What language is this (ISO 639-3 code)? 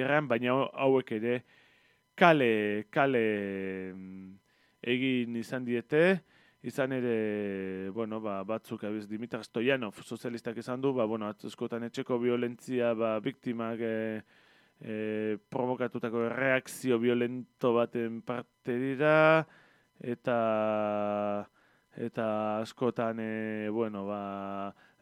eus